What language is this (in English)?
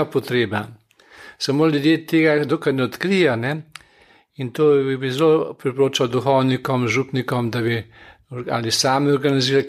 Slovenian